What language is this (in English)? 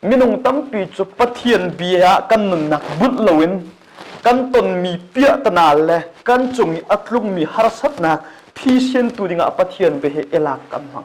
Hakha Chin